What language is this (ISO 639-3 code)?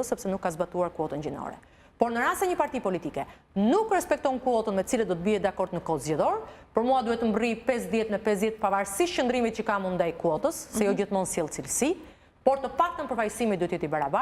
sqi